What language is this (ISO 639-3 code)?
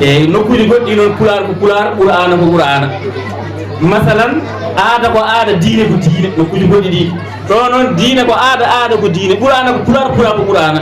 ful